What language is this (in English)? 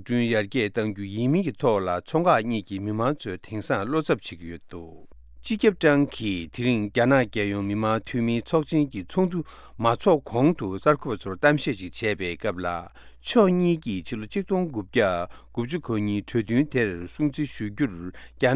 Tibetan